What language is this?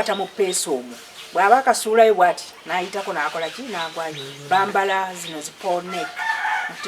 Ganda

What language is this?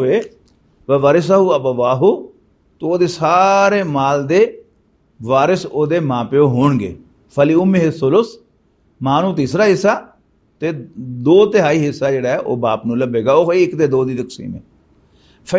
Western Panjabi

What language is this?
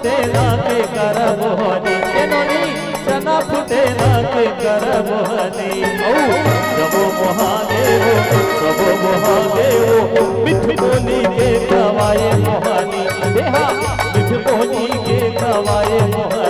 Chhattisgarhi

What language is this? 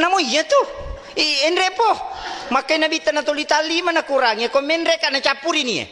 Buginese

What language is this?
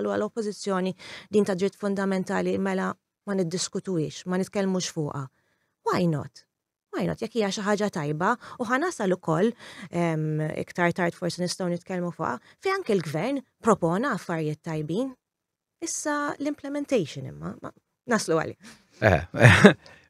Maltese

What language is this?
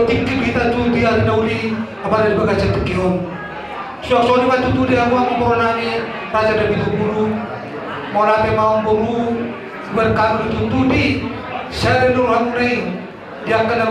Batak Toba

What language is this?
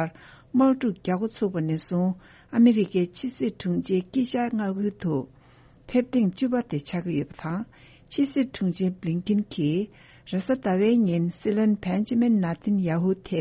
Tibetan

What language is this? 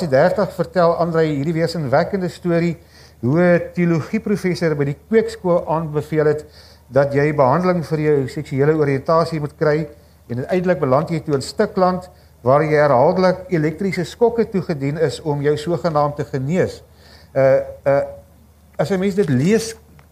Afrikaans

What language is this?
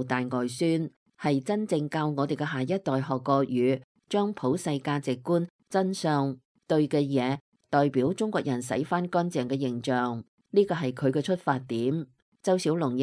Cantonese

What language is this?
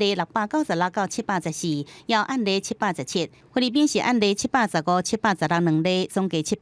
Min Nan Chinese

